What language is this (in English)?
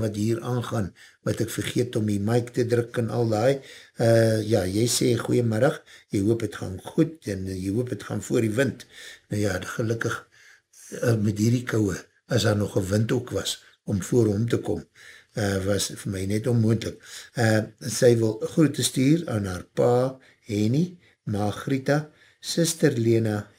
Afrikaans